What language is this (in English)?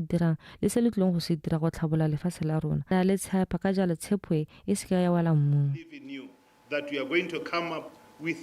Tswana